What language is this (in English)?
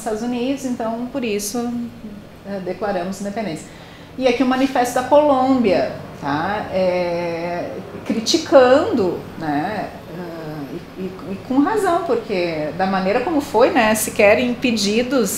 Portuguese